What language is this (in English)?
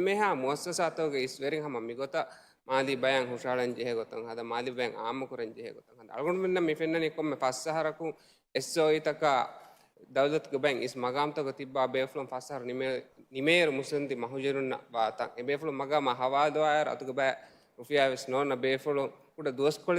Divehi